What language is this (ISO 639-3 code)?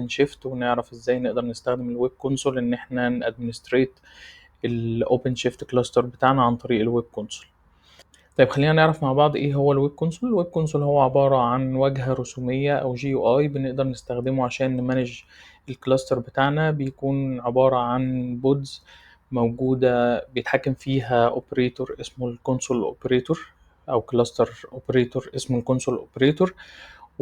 arz